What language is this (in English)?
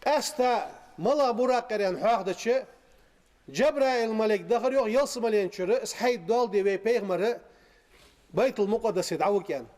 Ingush